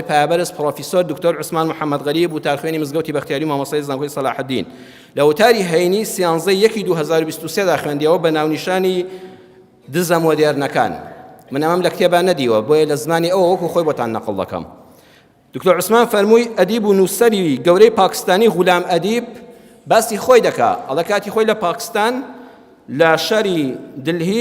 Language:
Central Kurdish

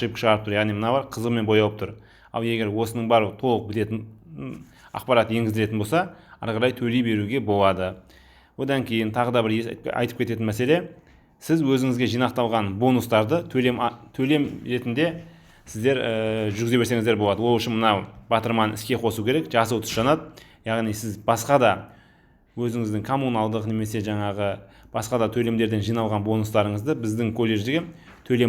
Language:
Kazakh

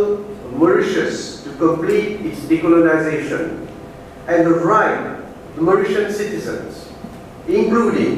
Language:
Morisyen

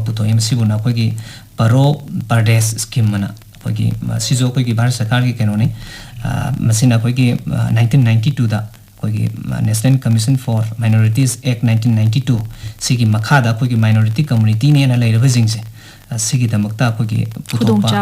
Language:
Manipuri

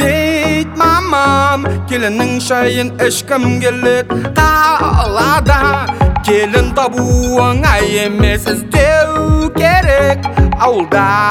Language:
Kazakh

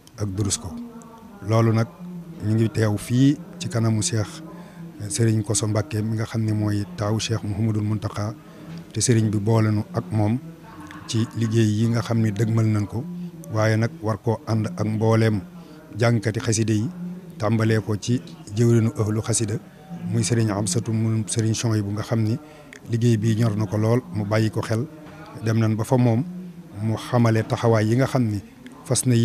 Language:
Wolof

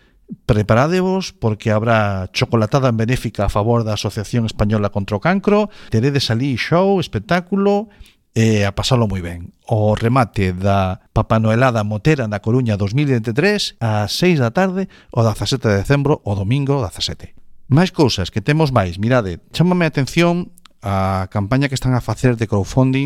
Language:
Galician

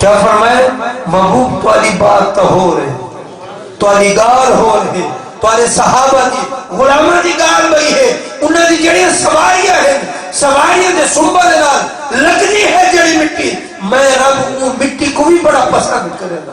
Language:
Saraiki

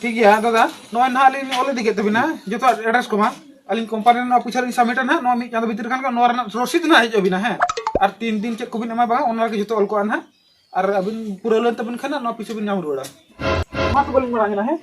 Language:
Santali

